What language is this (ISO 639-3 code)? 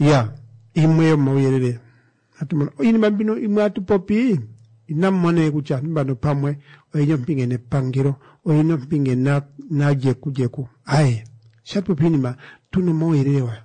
kua